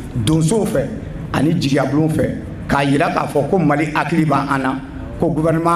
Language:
Bambara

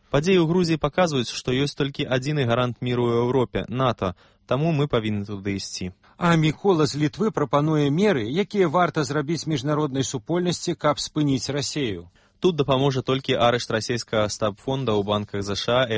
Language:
Belarusian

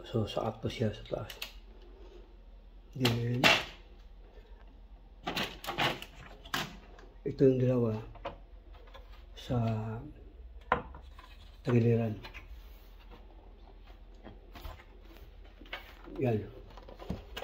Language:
Filipino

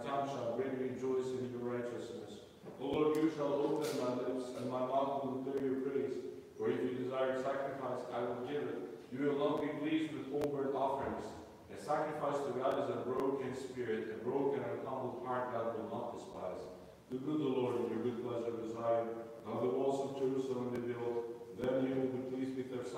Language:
English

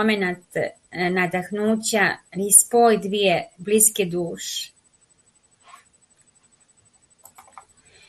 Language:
Bosnian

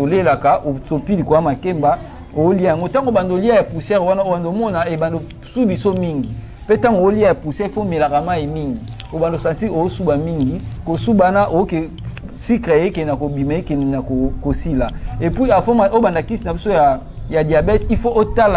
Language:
Lingala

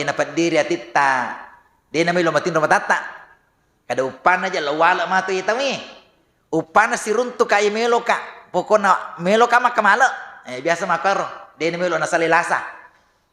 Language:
Buginese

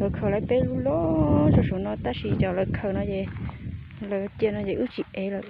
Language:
Hmong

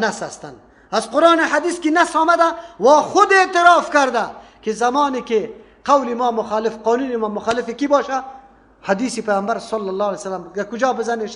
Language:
Persian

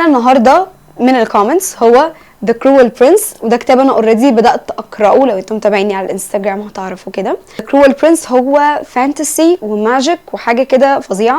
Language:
Egyptian Arabic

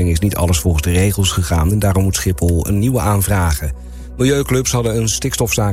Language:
Dutch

